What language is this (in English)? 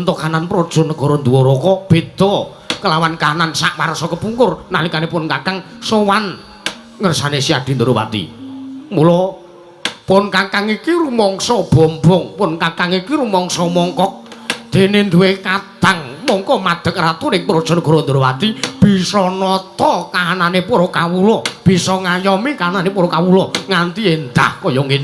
Javanese